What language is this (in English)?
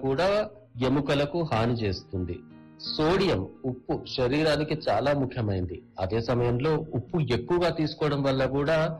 Telugu